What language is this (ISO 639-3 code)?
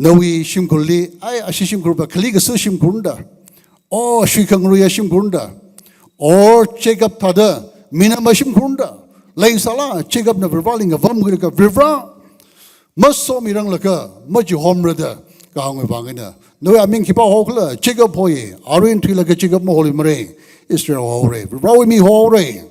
nmf